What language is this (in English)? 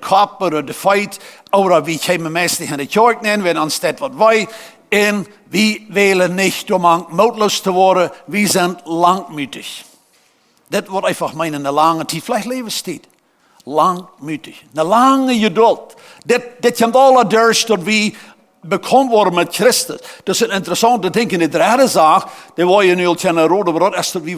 Plautdietsch